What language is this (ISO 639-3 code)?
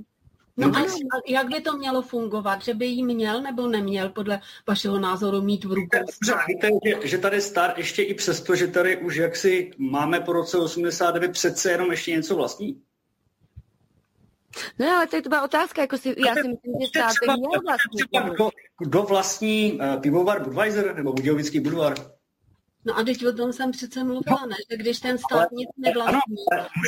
ces